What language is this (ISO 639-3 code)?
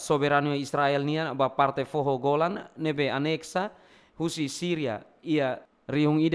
tet